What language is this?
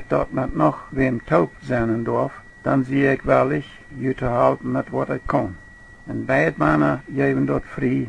Plautdietsch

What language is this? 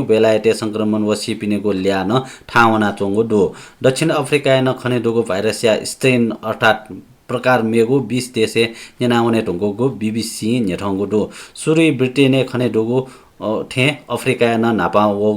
Newari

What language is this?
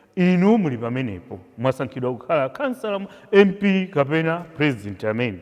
Nyanja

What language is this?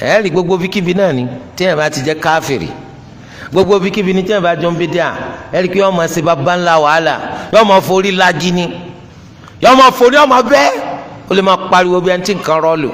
Yoruba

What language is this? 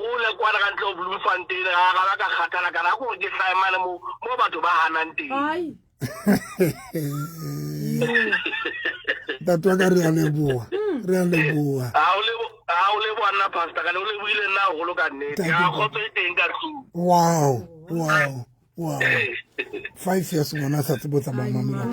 Southern Sotho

